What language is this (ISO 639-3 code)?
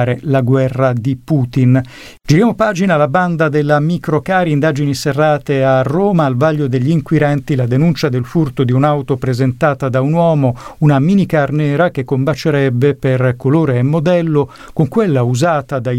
ita